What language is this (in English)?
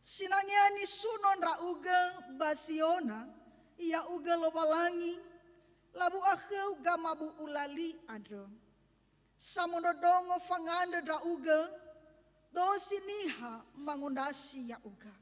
Nias